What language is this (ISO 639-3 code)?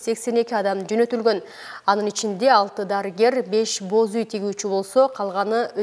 kir